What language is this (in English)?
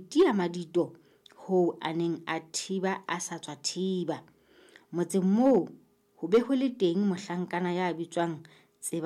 Southern Sotho